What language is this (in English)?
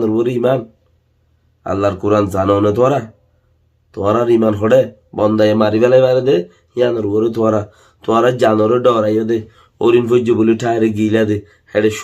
Rohingya